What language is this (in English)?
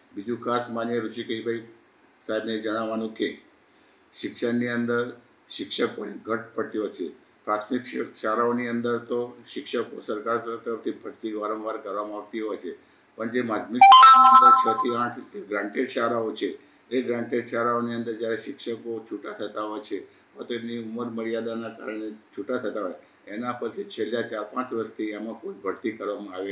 Gujarati